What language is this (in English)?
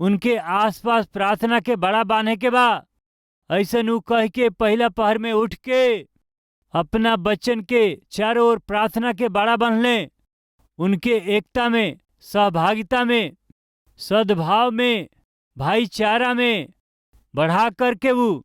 Bhojpuri